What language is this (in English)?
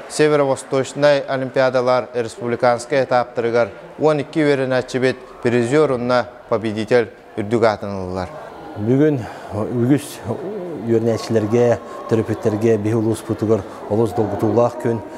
Yakut